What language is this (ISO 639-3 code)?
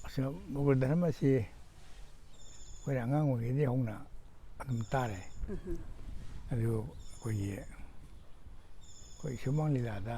mni